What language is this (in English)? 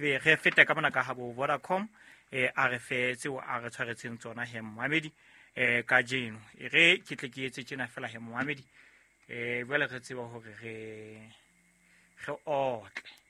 Southern Sotho